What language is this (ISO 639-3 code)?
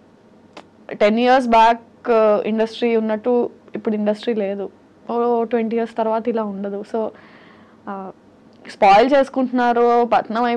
tel